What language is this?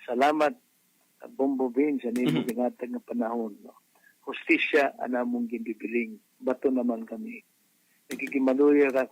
Waray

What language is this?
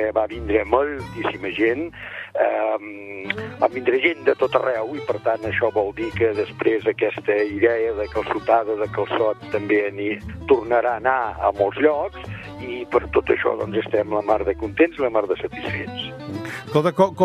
Catalan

